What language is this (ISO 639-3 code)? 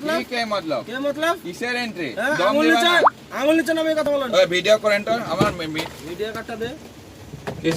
nag